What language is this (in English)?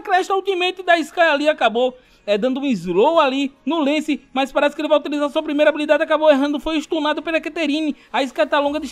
Portuguese